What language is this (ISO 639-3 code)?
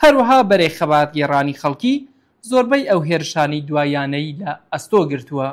kur